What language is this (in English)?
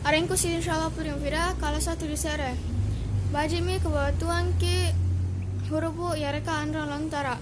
Makasar